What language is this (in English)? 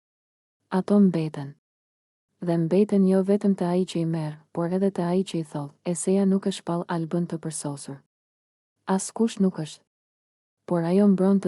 Albanian